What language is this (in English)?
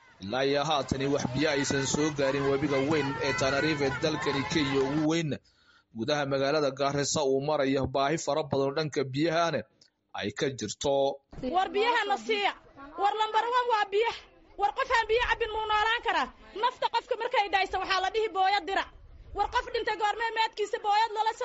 Somali